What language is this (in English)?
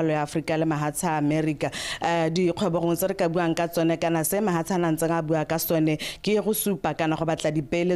Tswana